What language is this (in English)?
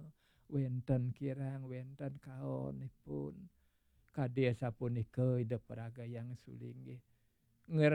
Balinese